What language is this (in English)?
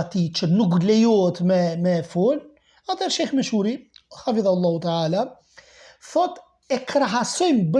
Albanian